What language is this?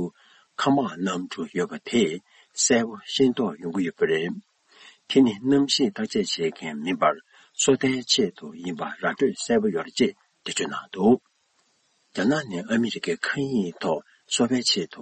Tibetan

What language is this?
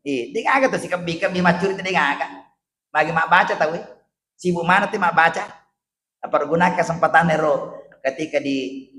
Buginese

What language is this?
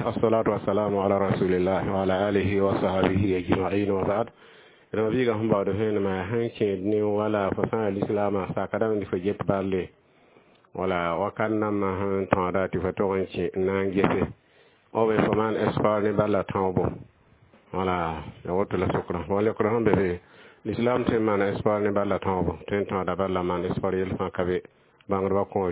Mossi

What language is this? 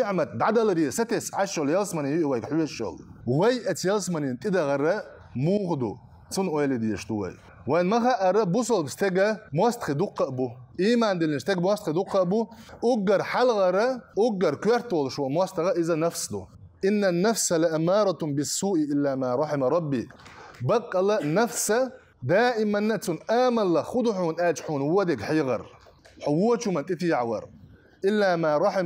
Chechen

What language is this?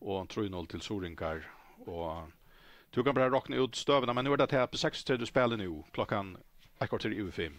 Faroese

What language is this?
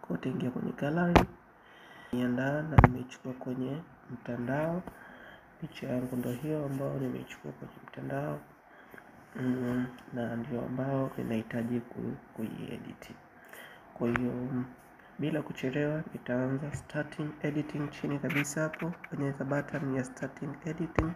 Swahili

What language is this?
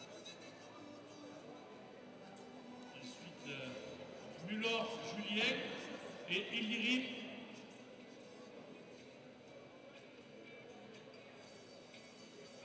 French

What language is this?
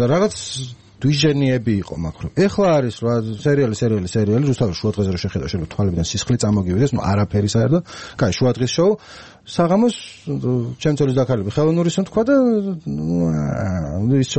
Georgian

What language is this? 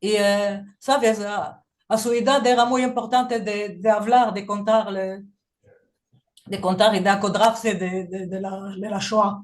Ladino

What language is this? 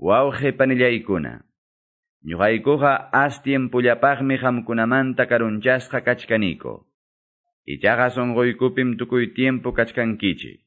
Ayacucho Quechua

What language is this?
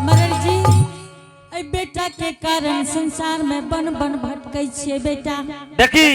Angika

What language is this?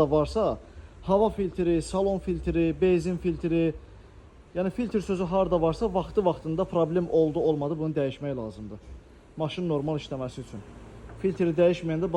Azerbaijani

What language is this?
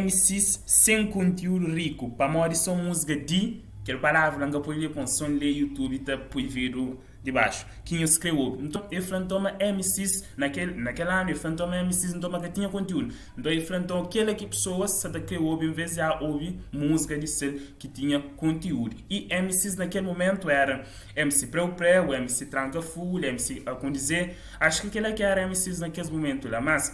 Kabuverdianu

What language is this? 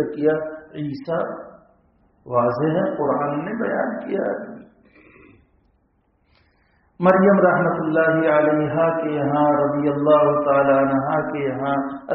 Urdu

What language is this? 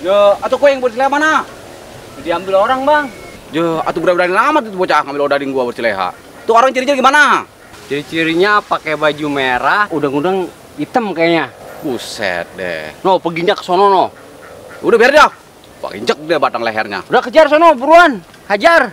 Betawi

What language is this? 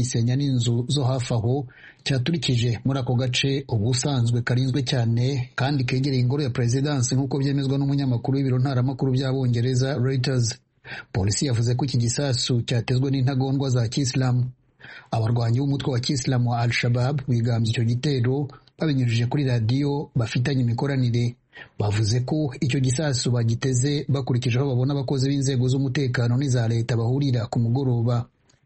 Kinyarwanda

